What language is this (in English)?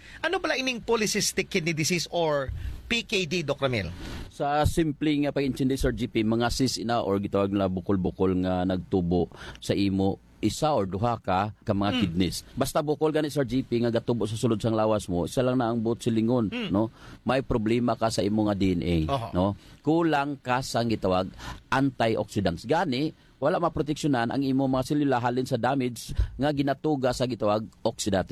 Hiligaynon